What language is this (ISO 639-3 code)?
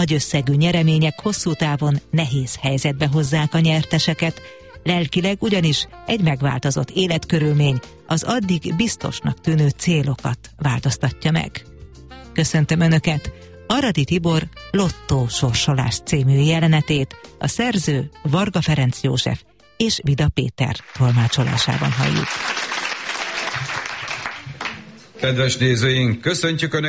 hun